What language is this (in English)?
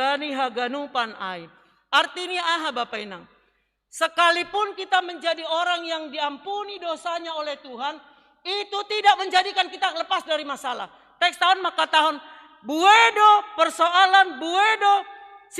Batak Simalungun